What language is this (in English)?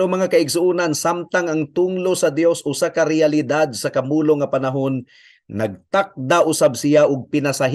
Cebuano